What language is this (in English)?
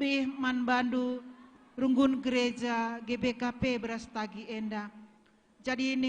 Batak Karo